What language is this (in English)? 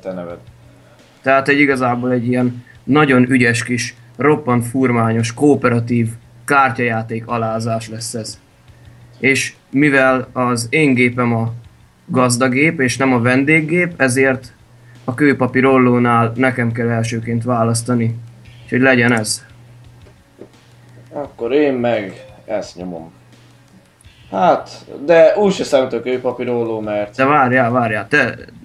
Hungarian